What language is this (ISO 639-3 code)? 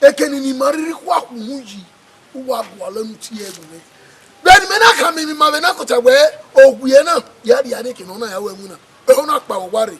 bin